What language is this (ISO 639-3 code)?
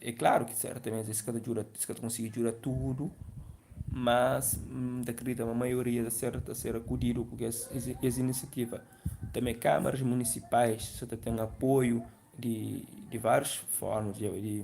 kea